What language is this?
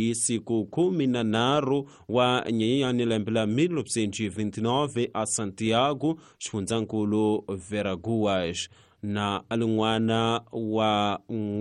Tsonga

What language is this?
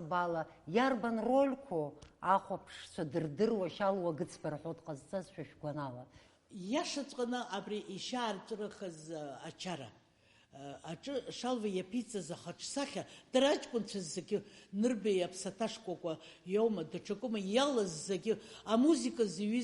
Abkhazian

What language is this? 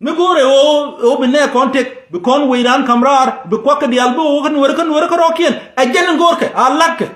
Nuer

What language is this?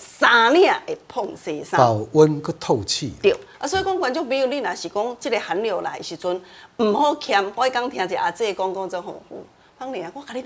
Min Nan Chinese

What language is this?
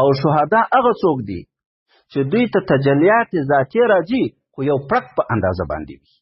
Pashto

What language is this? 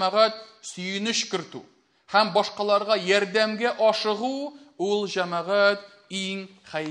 Tatar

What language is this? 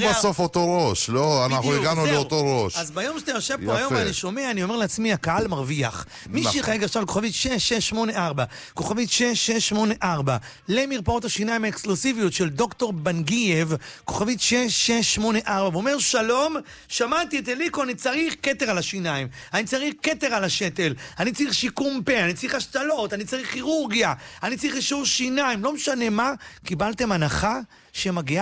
Hebrew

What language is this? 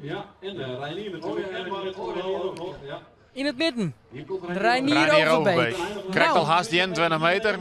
Western Frisian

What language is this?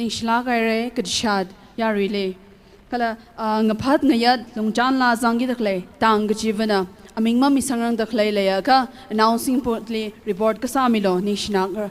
Tangkhul Naga (India)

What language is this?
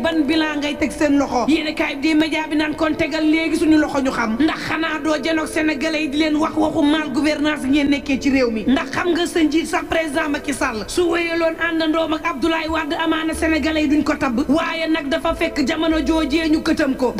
Wolof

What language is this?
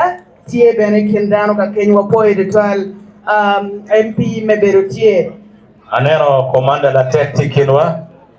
Acoli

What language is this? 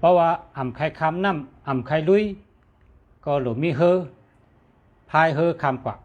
Shan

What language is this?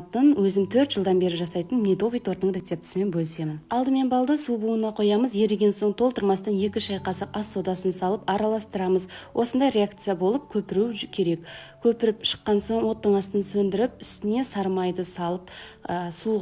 Kazakh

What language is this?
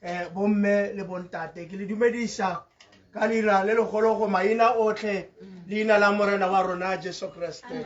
Tswana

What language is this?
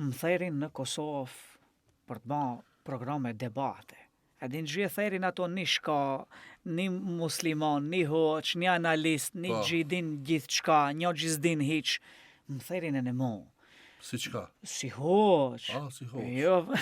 Albanian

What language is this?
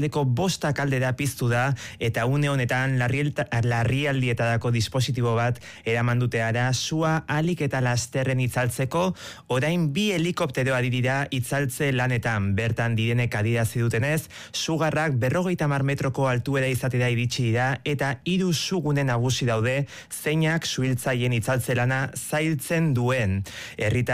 Basque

